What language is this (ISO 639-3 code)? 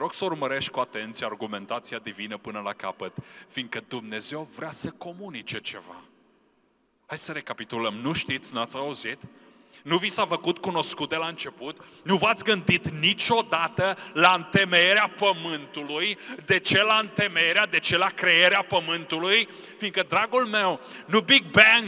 ron